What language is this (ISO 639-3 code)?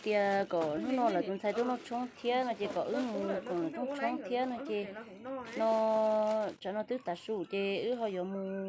hmn